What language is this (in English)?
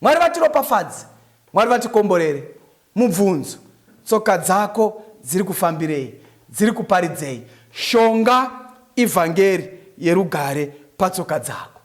Shona